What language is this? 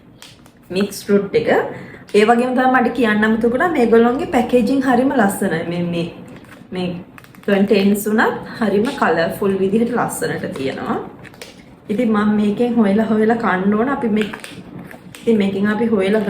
Sinhala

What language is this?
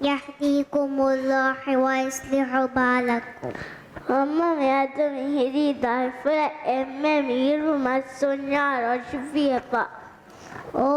Divehi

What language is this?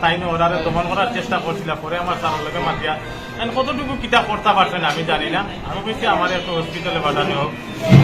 Sylheti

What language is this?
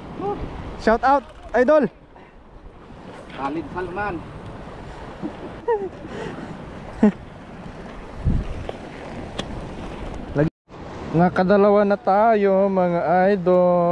Filipino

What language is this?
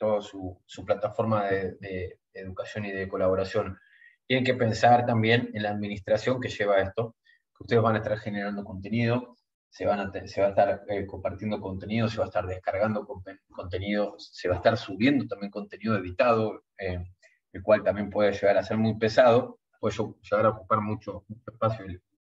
Spanish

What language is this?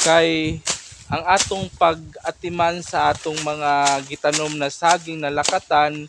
Cebuano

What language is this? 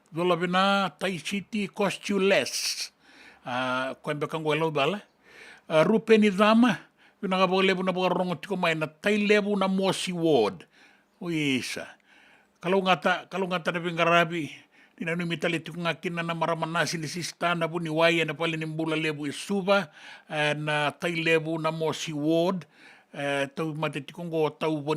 Fijian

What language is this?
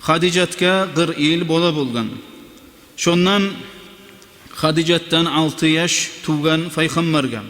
Kumyk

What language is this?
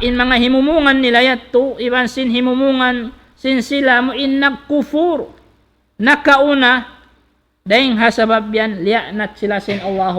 Tausug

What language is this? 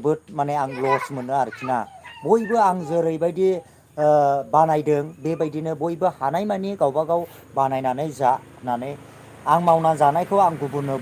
Bodo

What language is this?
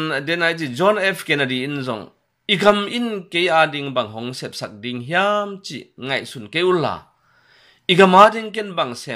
Tedim Chin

